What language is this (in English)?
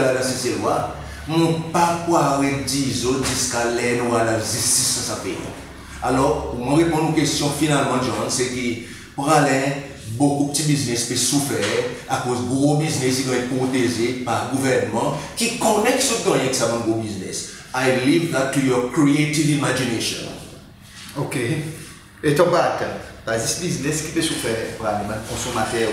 Seselwa Creole French